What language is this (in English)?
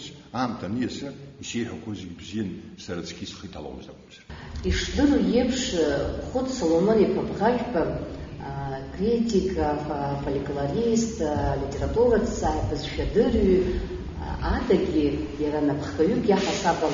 Abkhazian